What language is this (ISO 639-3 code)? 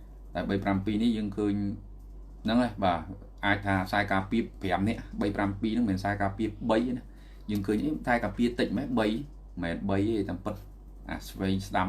khm